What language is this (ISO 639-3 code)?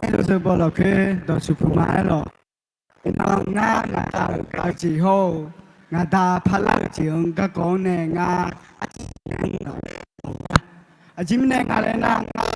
ahk